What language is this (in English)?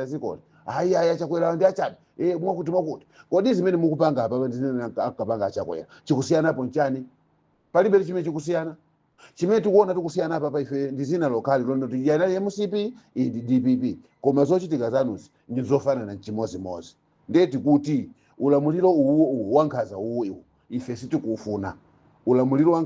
Nyanja